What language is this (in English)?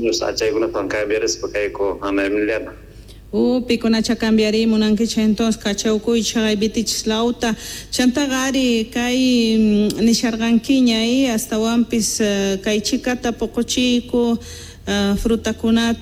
Quechua